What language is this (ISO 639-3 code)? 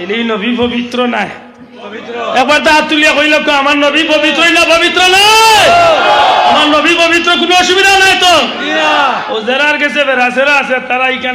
syl